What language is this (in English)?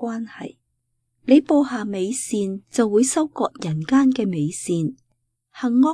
Cantonese